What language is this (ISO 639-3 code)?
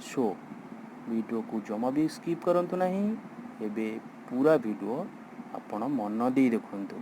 ori